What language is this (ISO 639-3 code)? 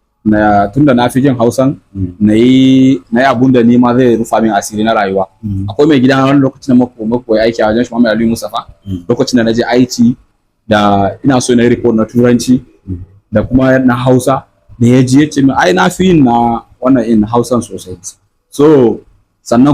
hau